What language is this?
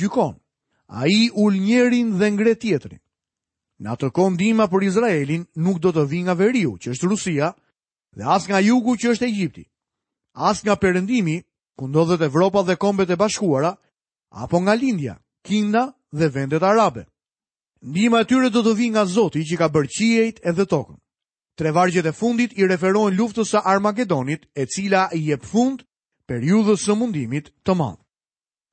Albanian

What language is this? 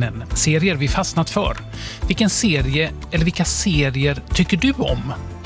Swedish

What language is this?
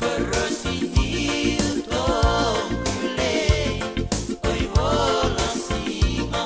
Fijian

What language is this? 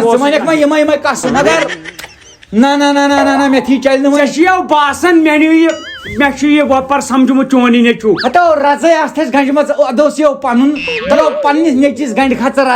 Kashmiri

